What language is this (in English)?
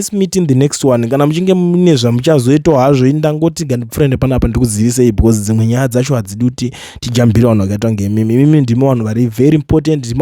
Shona